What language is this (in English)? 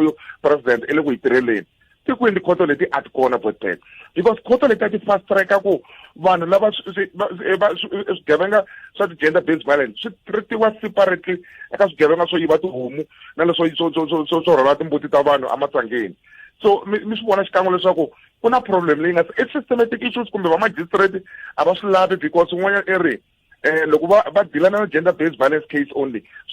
Tsonga